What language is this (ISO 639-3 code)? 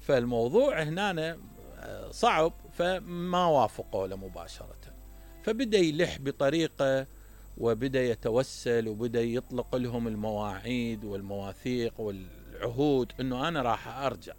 acm